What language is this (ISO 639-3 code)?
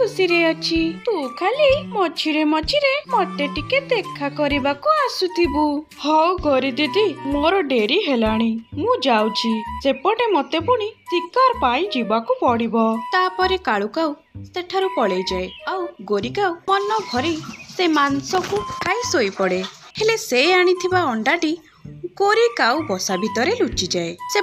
ori